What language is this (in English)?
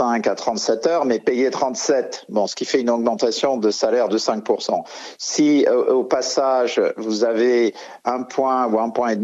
French